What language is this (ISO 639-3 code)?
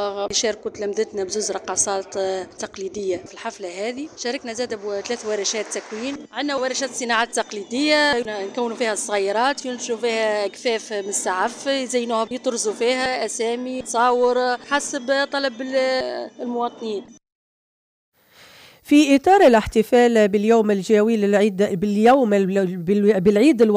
aeb